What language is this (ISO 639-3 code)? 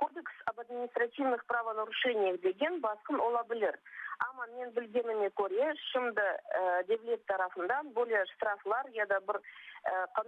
crh